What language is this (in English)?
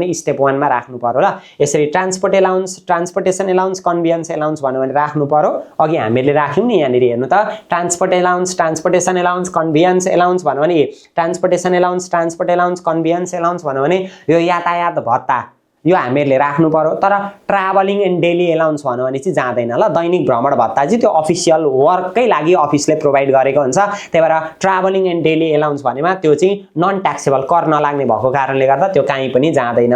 Nepali